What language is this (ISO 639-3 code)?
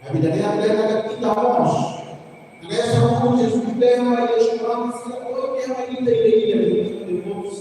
tet